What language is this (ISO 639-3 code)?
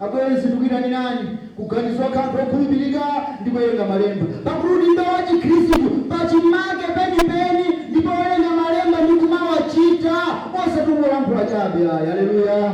nya